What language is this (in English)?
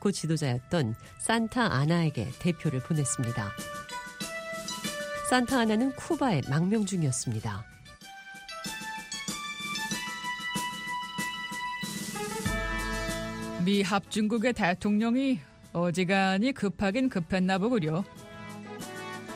Korean